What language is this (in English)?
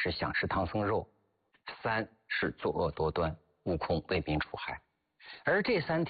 Chinese